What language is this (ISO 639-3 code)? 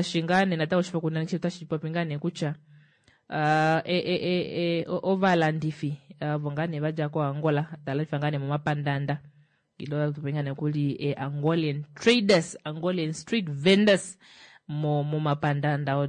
kua